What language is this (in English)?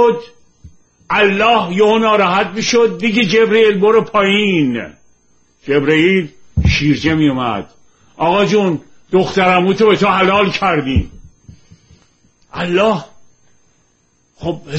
Persian